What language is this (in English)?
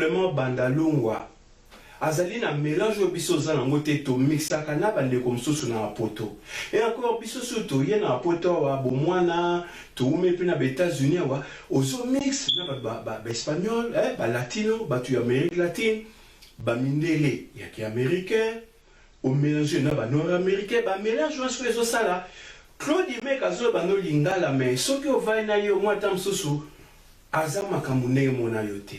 Lingala